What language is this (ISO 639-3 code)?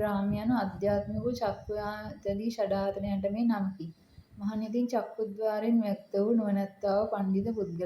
sin